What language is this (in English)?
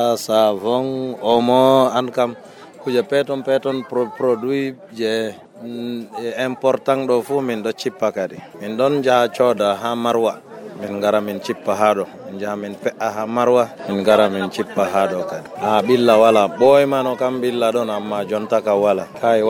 Nigerian Fulfulde